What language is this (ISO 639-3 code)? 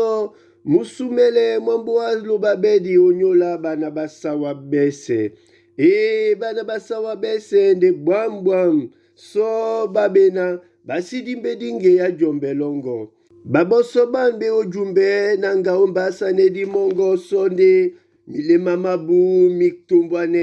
dua